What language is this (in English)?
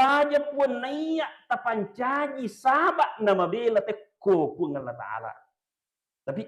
Buginese